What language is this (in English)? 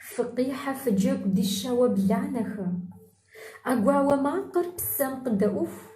Kabardian